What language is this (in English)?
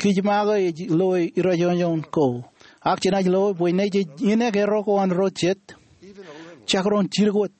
Marshallese